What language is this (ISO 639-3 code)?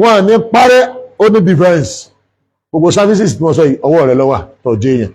yor